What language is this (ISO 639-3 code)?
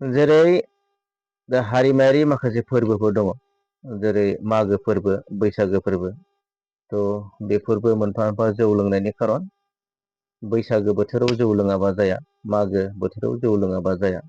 brx